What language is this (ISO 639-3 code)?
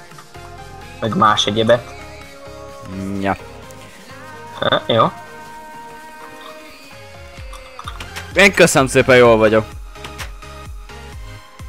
hun